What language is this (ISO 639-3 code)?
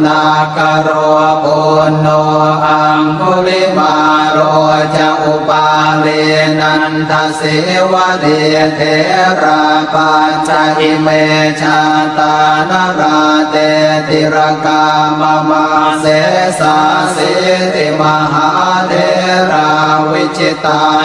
pli